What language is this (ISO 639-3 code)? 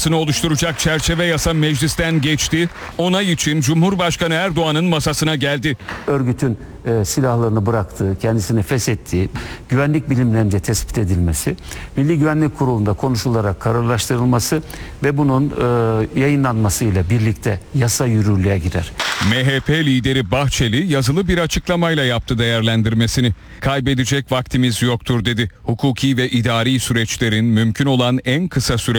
tur